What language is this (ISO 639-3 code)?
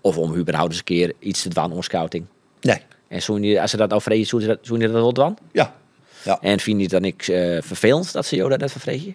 fry